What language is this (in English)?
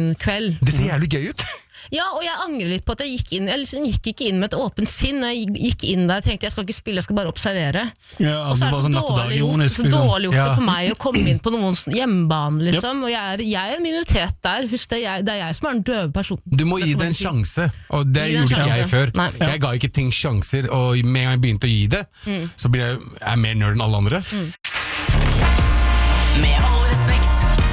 Norwegian